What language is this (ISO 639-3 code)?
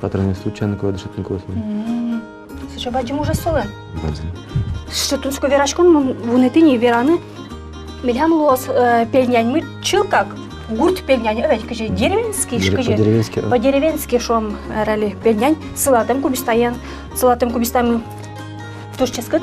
udm